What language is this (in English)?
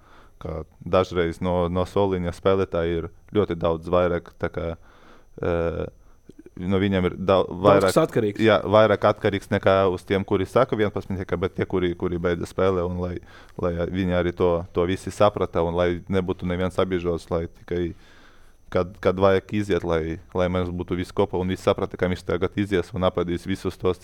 Latvian